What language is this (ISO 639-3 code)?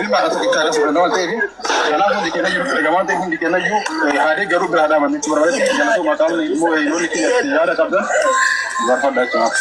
orm